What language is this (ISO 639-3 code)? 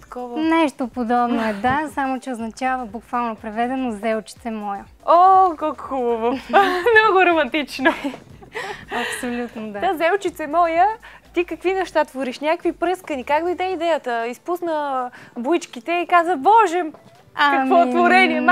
bul